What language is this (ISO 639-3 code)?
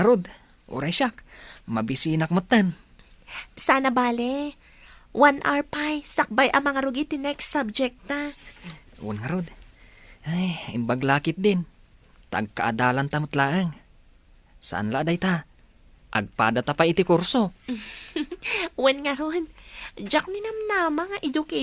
ilo